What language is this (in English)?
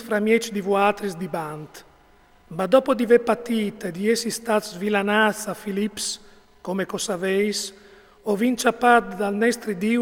Friulian